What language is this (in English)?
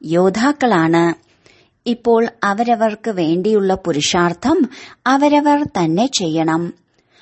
Malayalam